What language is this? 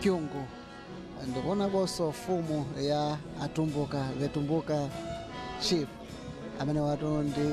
Nyanja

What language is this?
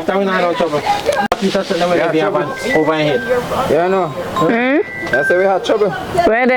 Jamaican Creole English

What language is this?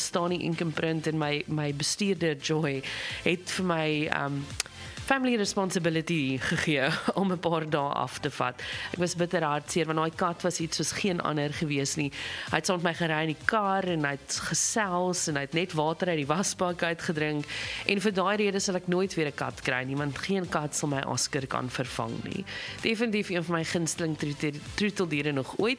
Afrikaans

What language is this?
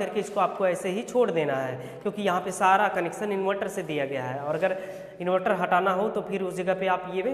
Hindi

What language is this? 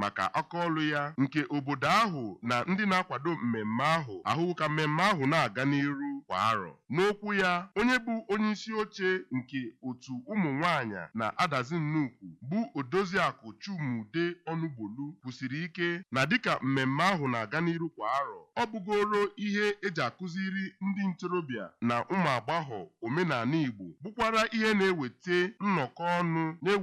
Igbo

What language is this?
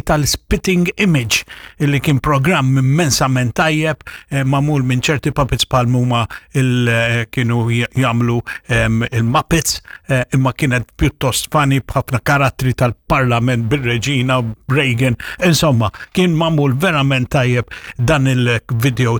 Maltese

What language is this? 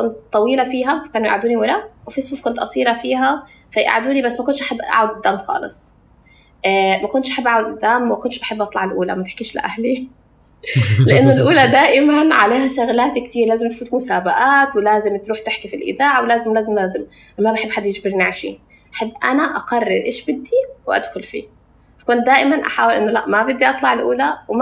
North Levantine Arabic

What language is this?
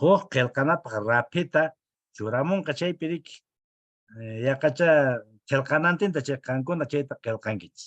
Quechua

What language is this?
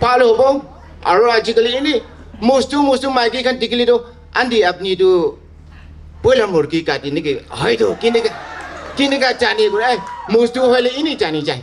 Naga Pidgin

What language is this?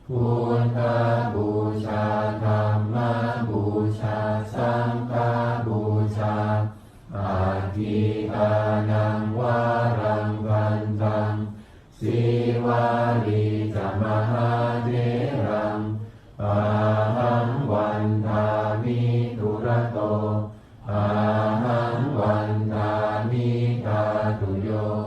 Pali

